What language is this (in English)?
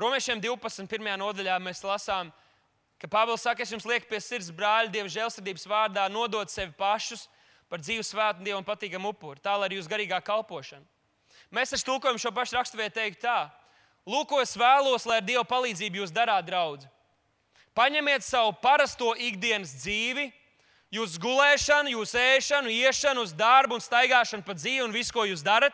Latvian